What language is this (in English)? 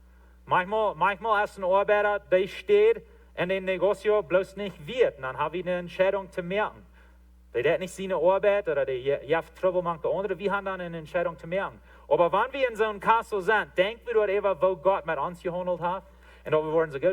Plautdietsch